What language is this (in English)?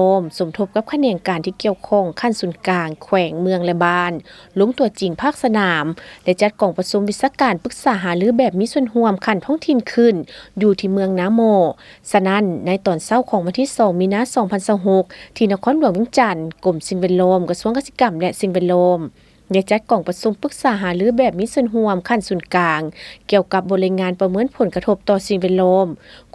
Lao